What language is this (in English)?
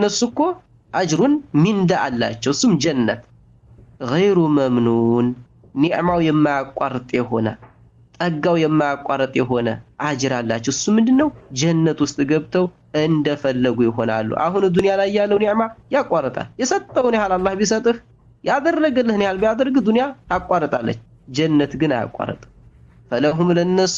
Amharic